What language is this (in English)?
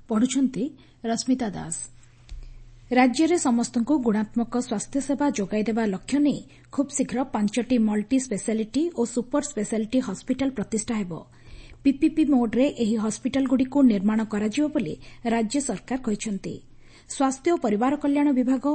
Odia